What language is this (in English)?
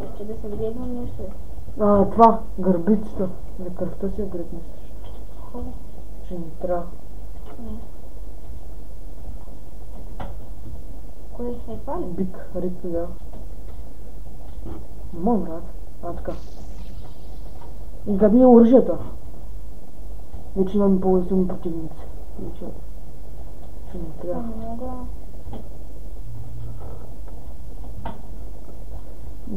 Bulgarian